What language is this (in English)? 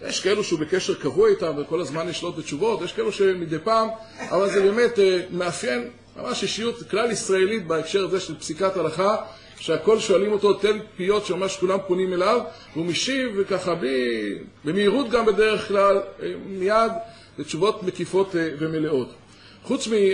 Hebrew